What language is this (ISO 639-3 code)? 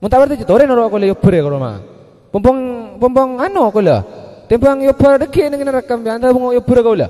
mad